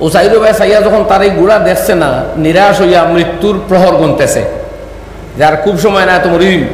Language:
Sylheti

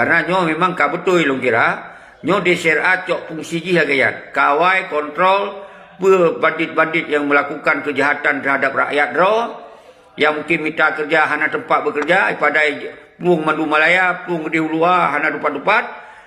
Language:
Achinese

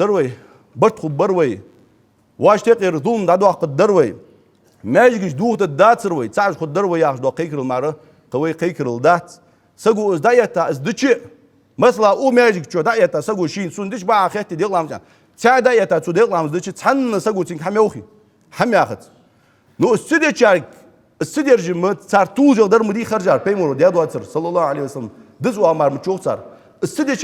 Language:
Ingush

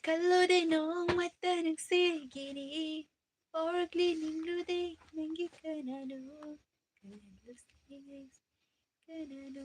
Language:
Manipuri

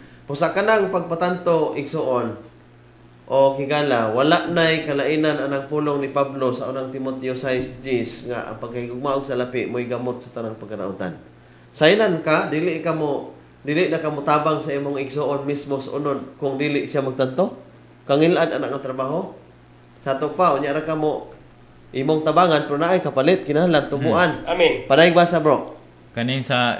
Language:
Cebuano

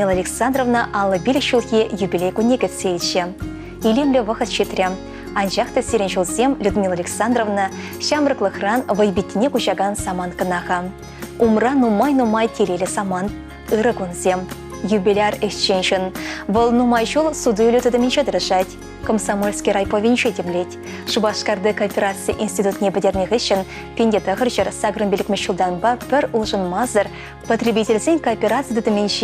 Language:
Chuvash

